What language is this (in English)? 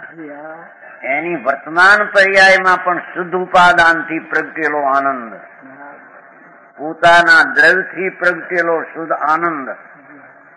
Gujarati